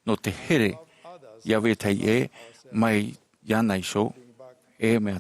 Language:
Tahitian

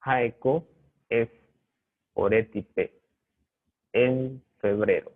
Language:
Guarani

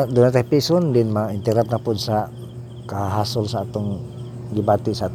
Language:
Cebuano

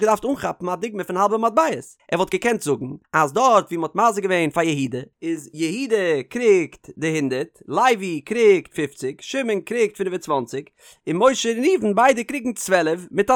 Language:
Yiddish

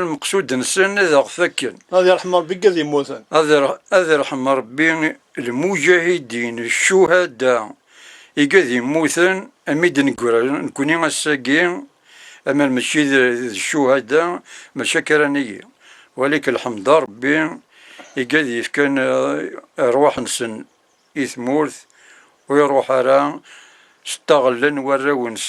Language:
Kabyle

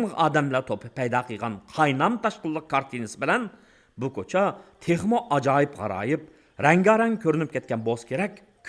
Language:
Uyghur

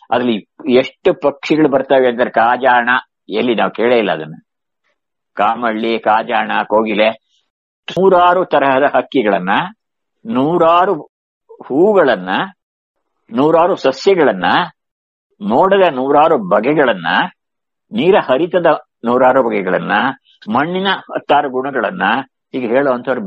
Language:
Kannada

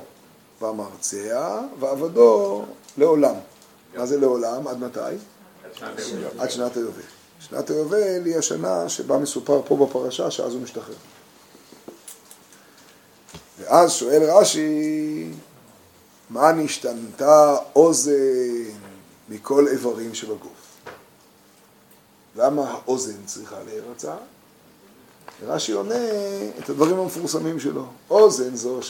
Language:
Hebrew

